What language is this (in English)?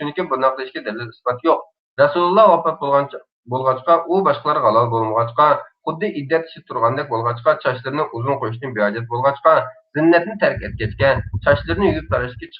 Uyghur